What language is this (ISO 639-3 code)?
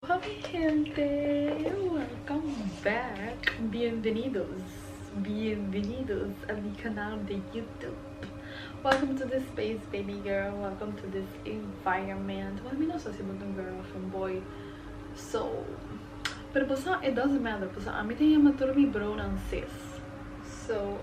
pap